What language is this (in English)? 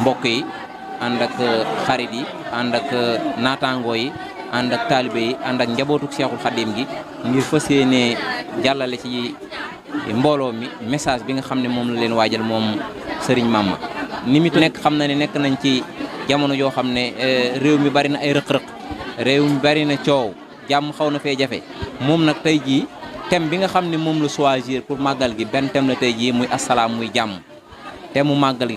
Wolof